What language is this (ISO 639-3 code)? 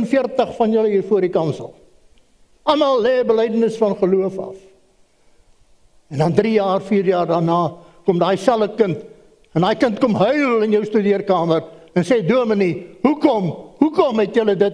afr